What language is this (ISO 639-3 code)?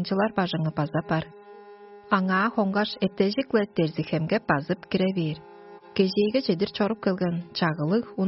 tyv